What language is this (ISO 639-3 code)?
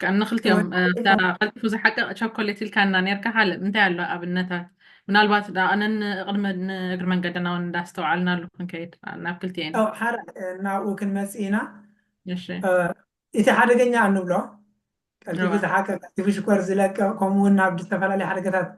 tir